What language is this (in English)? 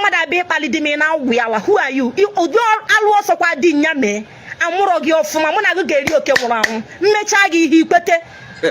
Igbo